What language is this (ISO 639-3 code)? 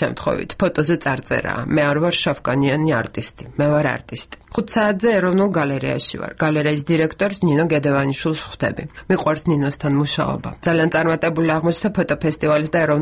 kat